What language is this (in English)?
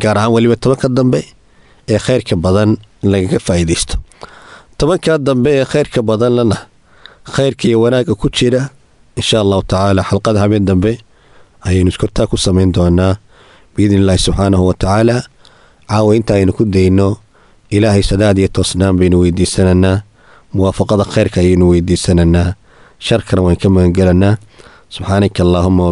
Somali